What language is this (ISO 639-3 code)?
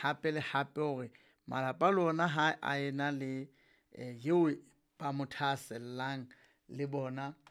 sot